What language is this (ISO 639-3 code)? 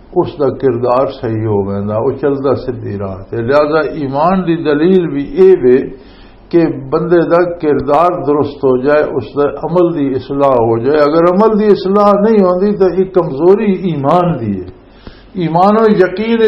lah